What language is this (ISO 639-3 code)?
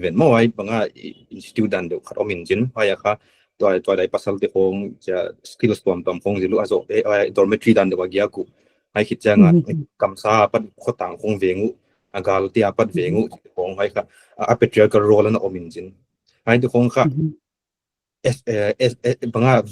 pck